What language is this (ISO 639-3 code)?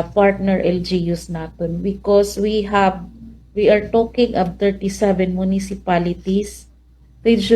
war